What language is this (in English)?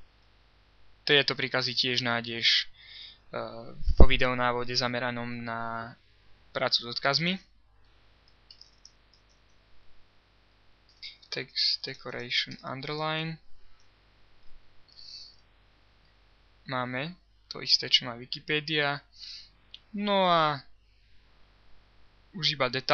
Slovak